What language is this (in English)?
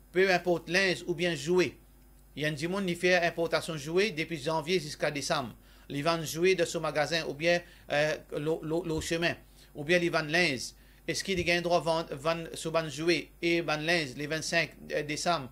Morisyen